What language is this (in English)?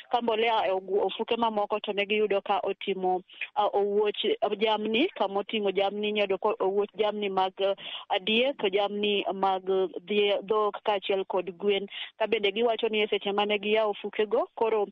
Luo (Kenya and Tanzania)